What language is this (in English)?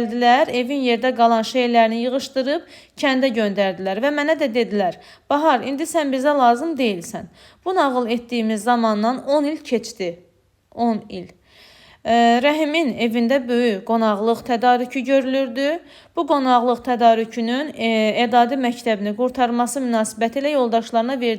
Azerbaijani